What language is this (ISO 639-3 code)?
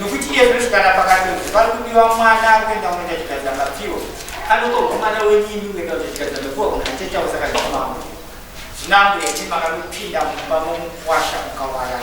sna